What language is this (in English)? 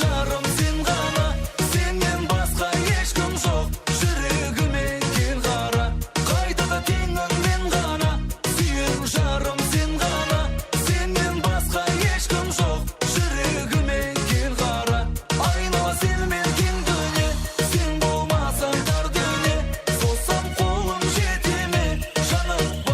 Kara-Kalpak